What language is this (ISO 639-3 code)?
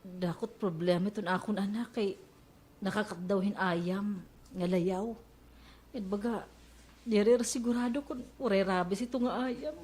war